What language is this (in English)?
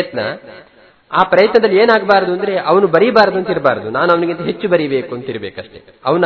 Kannada